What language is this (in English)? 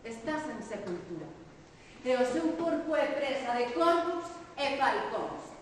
Galician